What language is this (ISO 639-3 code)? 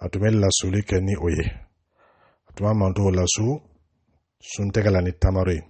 dyu